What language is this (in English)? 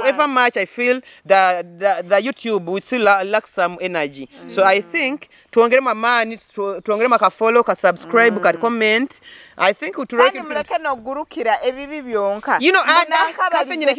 Nyoro